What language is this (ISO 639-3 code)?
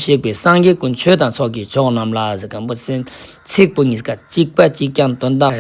lbj